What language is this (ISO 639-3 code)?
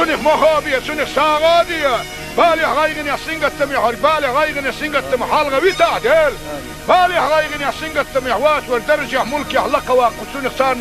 che